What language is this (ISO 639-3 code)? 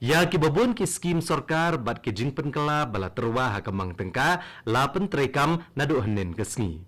kha